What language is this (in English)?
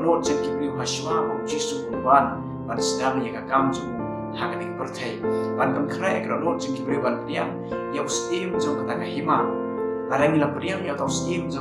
Khasi